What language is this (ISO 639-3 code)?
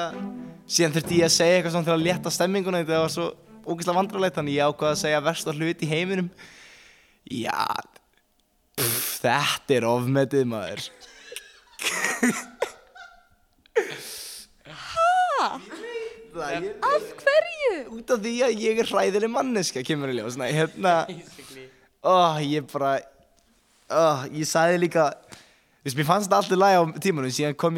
isl